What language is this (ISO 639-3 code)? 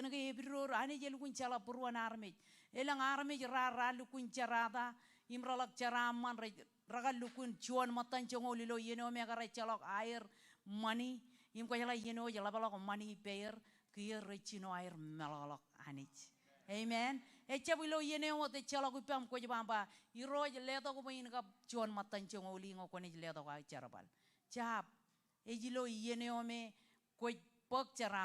mah